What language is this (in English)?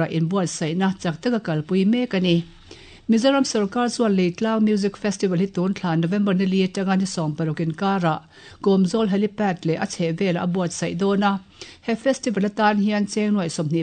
Mizo